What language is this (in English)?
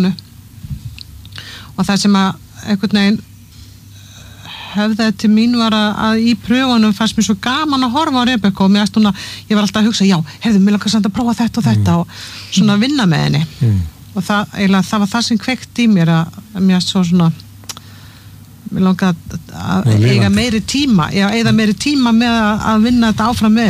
Icelandic